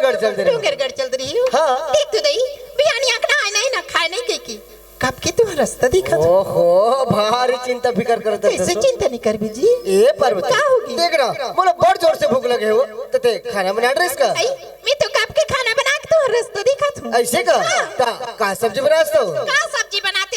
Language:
Chhattisgarhi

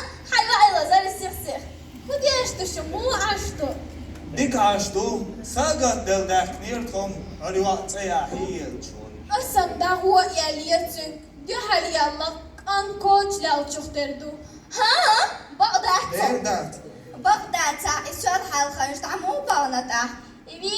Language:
Chechen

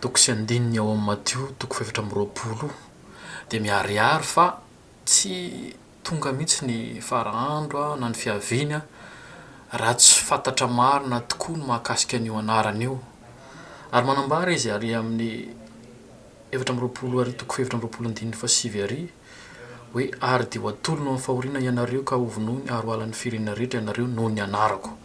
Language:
Malagasy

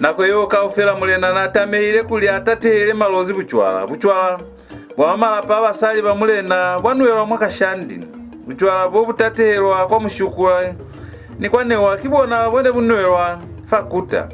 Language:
Lozi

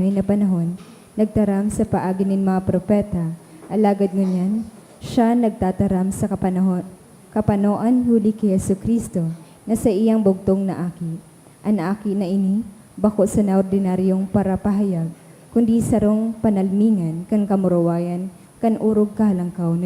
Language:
Bikol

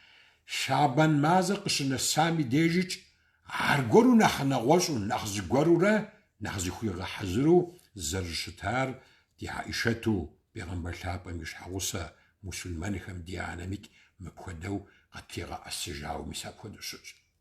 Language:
Kabardian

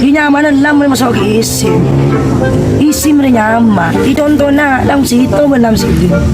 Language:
Madurese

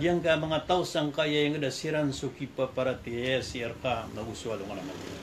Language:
Maranao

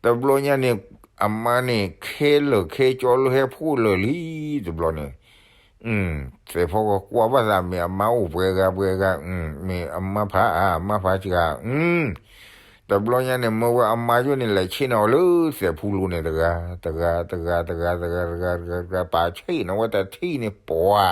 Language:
S'gaw Karen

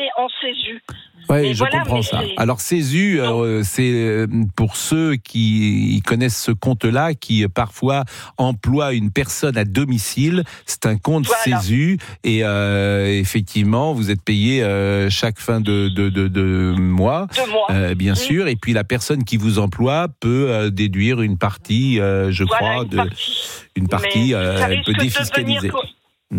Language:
French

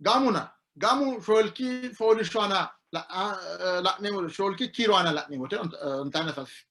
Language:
Sidamo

